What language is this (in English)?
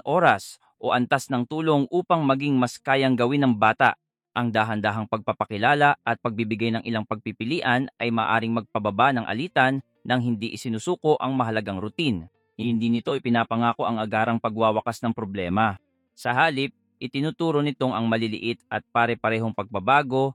Filipino